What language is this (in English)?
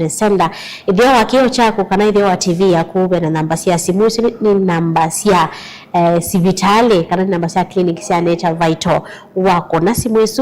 Kamba